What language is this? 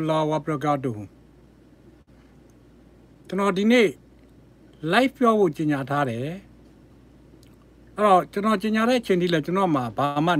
Burmese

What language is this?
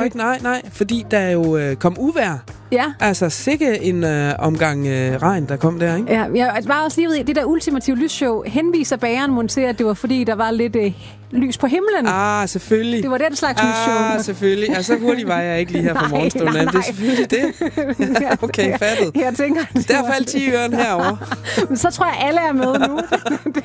Danish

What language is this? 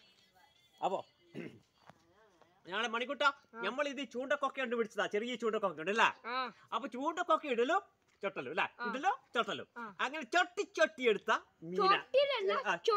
Malayalam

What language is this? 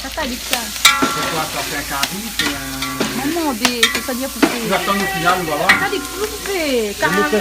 Réunion Creole French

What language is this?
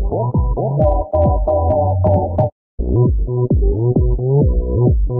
Korean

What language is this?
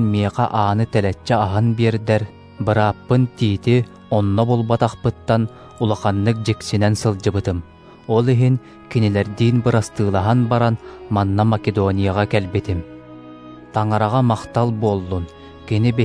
Yakut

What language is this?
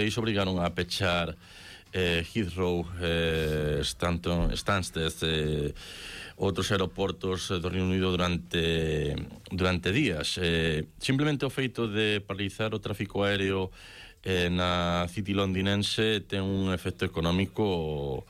Galician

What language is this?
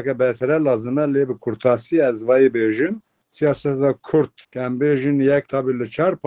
Kurdish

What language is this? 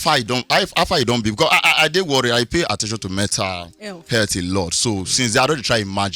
Nigerian Pidgin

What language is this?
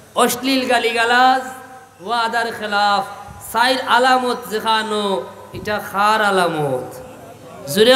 Sylheti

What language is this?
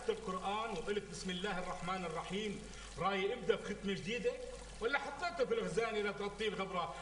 North Levantine Arabic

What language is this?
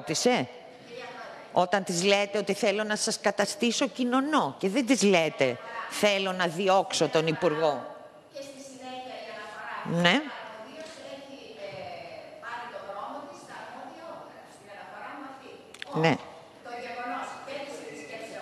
Greek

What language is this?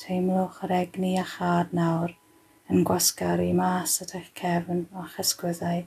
Welsh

